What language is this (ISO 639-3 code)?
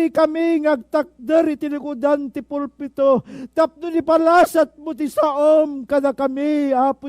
ilo